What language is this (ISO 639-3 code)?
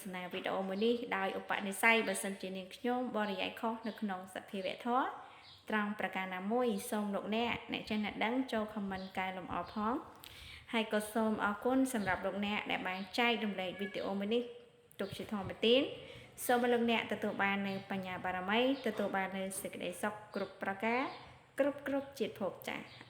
khm